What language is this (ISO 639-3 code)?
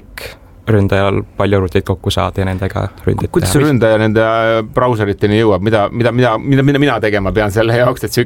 est